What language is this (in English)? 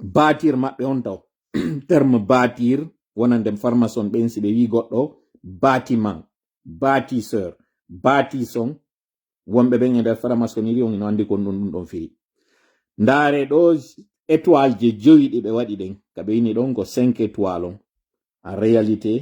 Pular